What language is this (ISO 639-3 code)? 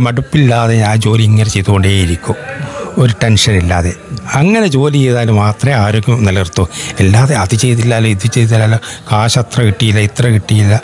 mal